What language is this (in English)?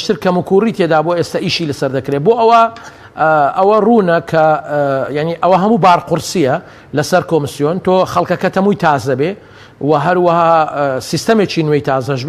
Central Kurdish